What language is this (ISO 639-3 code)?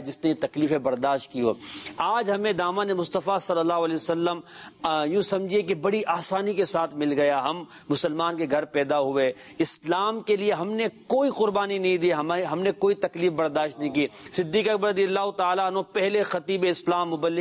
urd